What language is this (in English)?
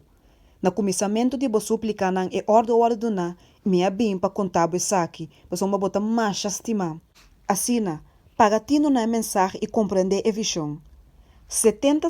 Papiamento